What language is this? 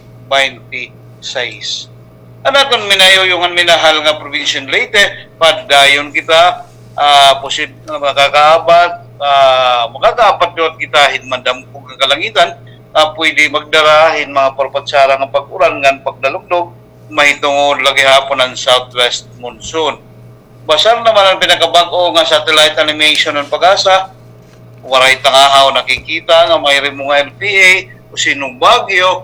Waray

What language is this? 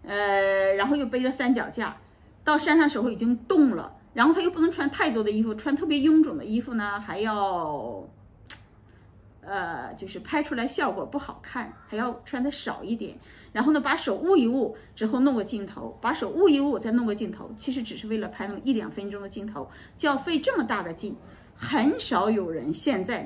Chinese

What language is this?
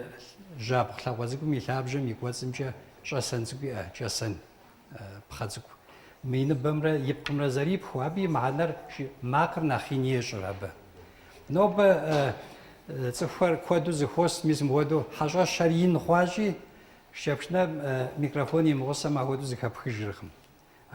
Kabardian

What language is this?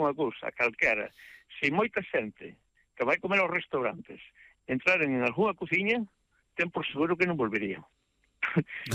Galician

